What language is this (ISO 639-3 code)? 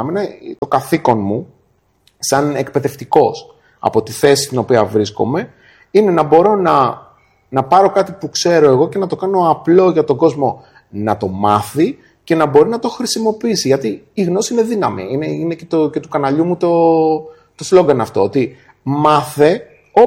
ell